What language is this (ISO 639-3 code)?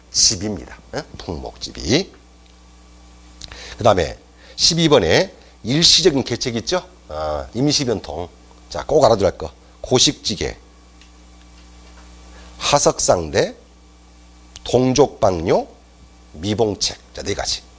kor